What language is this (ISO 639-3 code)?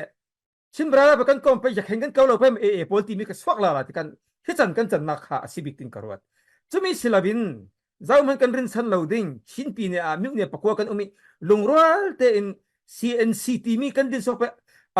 cfm